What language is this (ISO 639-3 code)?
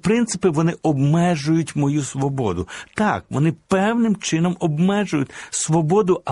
ukr